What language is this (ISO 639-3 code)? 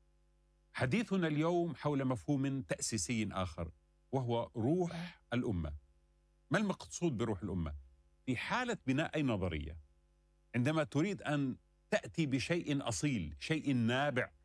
ara